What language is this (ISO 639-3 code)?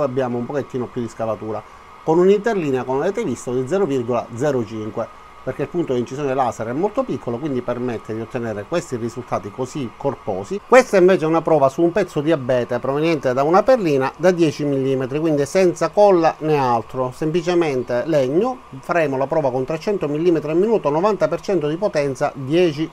ita